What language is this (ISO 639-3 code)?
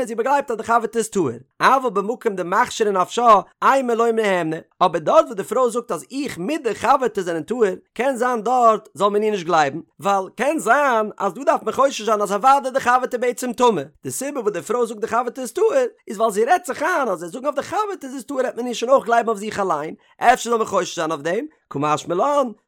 yid